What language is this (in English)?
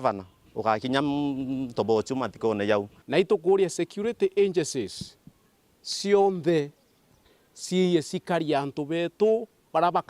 Meru